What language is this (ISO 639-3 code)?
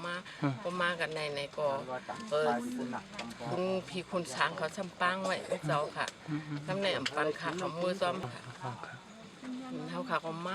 shn